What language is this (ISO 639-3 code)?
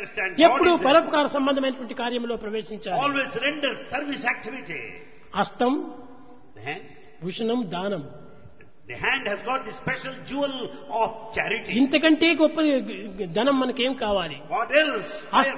tel